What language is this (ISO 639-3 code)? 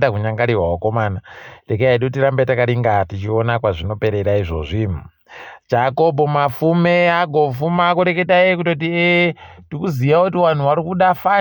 ndc